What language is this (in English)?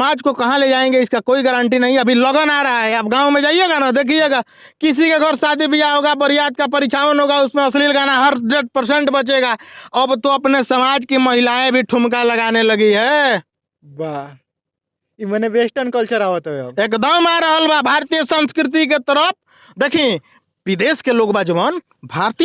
Bhojpuri